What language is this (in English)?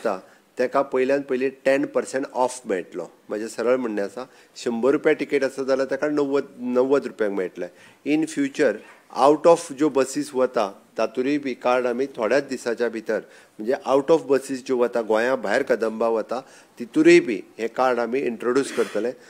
Konkani